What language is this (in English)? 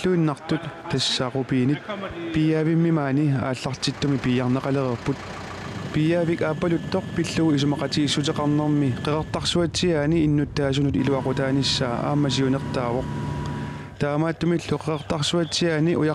Kalaallisut